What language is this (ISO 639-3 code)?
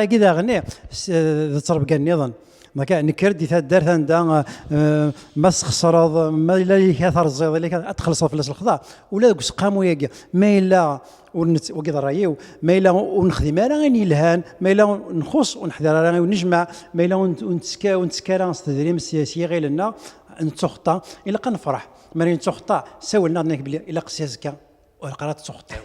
kab